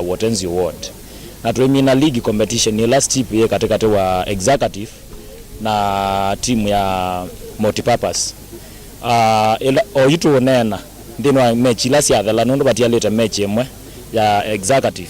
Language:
Kamba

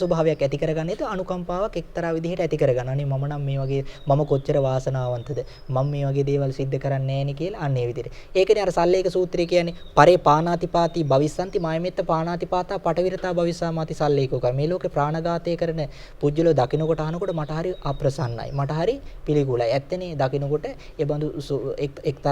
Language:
Sinhala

